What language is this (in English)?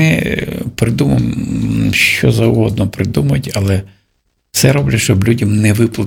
Ukrainian